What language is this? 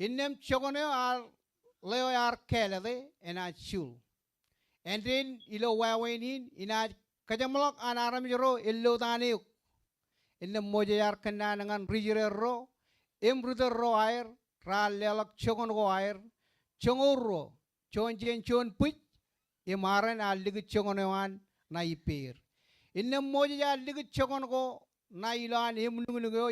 Marshallese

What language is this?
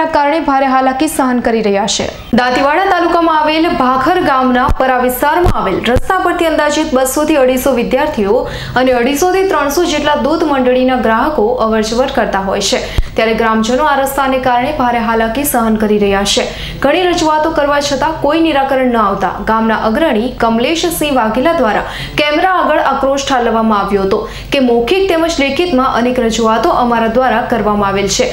Gujarati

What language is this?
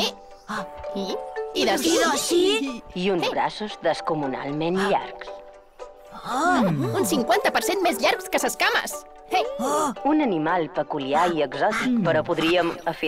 Catalan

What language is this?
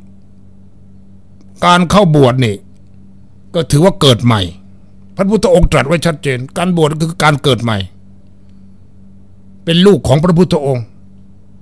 Thai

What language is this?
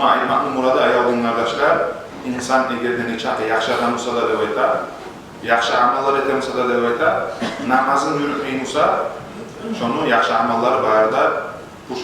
Kumyk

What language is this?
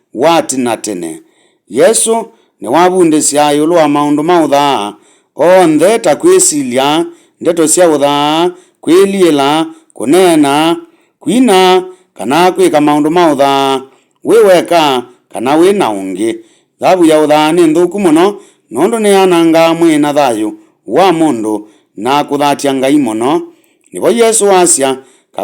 Kamba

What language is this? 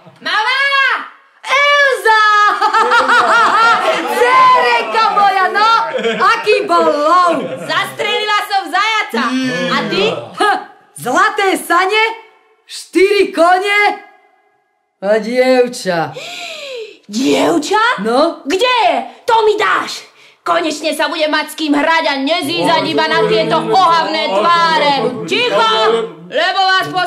Slovak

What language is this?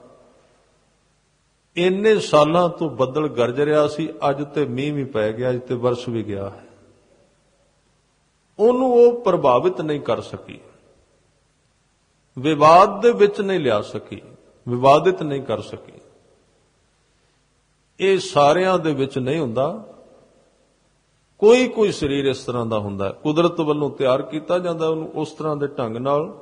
Punjabi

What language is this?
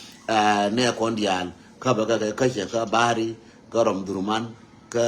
Nuer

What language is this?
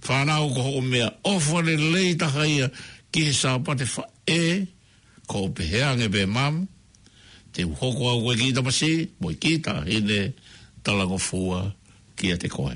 Tongan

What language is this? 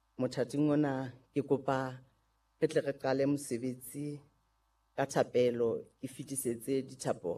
Southern Sotho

